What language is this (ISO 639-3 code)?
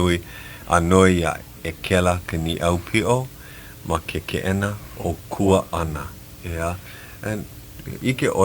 haw